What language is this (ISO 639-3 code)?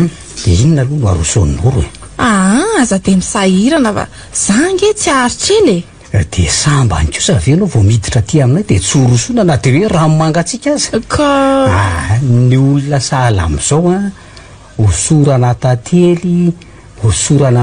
mlg